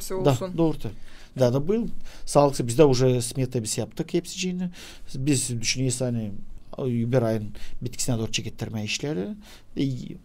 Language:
Gagauz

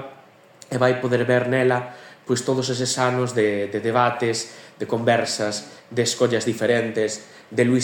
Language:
Galician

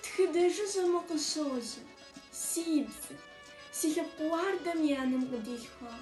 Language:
Kabardian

